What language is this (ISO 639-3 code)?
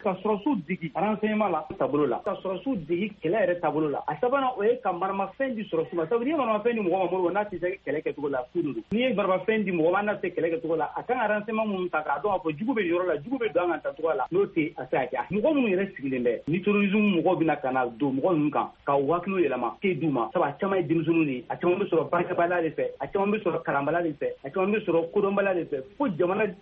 bam